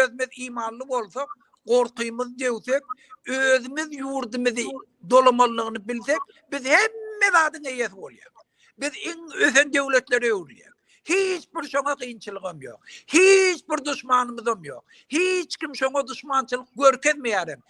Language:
Turkmen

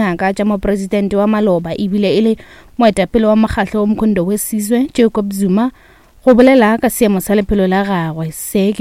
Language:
Northern Sotho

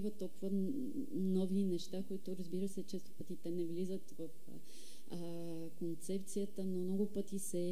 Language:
Bulgarian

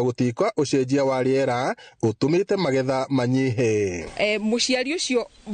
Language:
Kikuyu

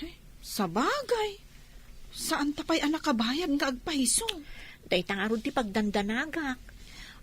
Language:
Iloko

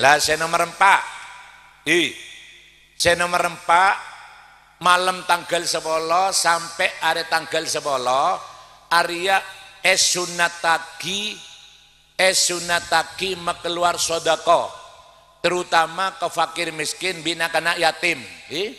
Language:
Madurese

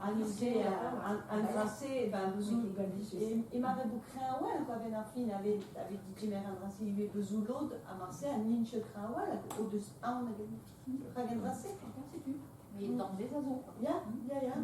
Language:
Breton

